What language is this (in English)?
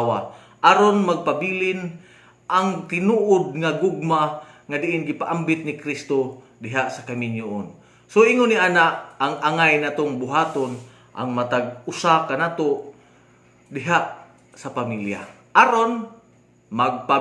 Cebuano